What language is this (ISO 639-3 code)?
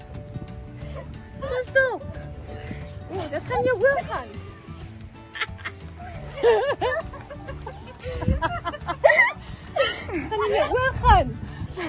afr